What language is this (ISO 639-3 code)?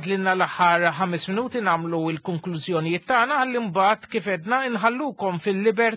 mlt